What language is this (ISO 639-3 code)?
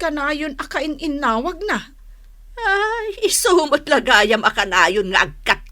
ilo